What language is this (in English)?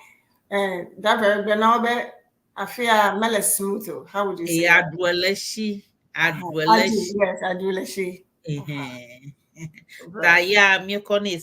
Ewe